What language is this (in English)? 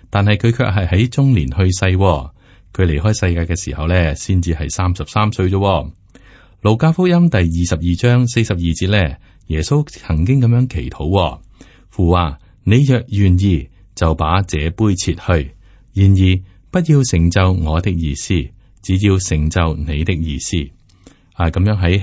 Cantonese